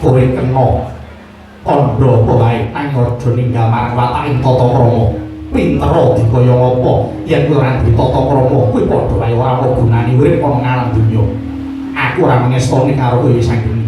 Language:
Javanese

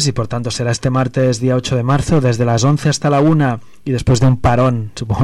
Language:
Spanish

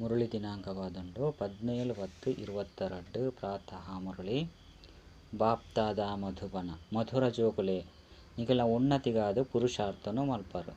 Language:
Tulu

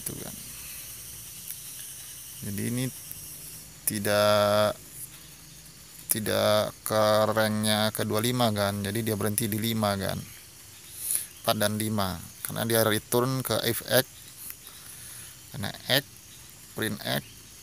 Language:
Indonesian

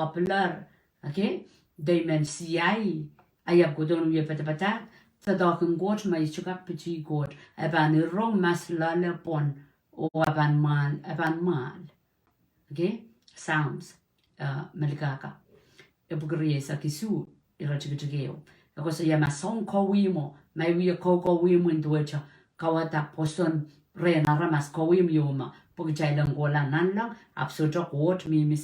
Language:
Pohnpeian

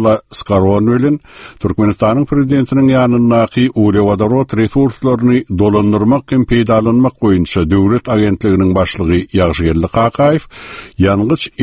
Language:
Turkmen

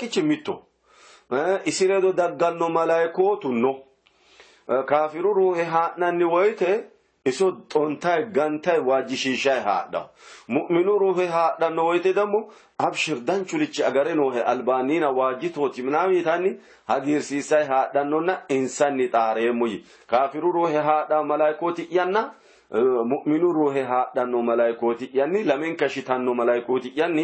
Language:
Sidamo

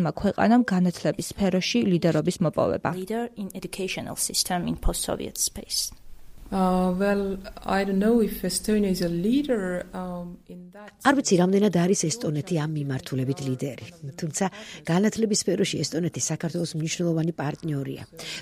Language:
Georgian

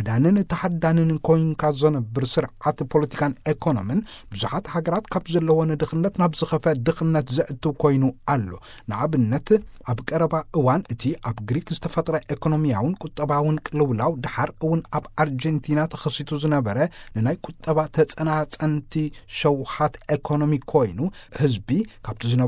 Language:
Tigrinya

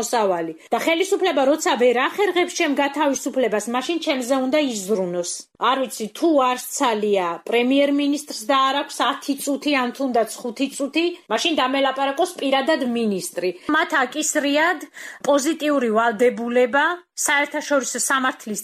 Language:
Georgian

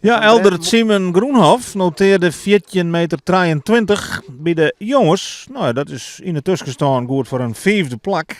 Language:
Western Frisian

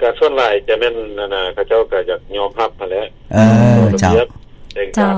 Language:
Lao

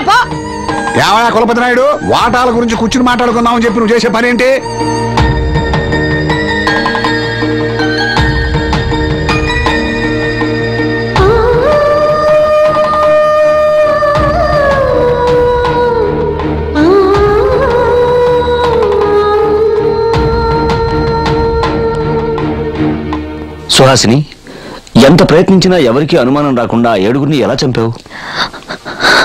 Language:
Telugu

